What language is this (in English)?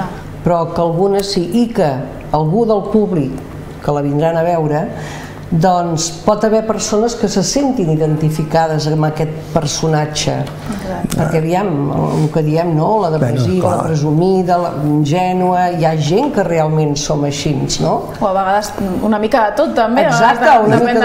Catalan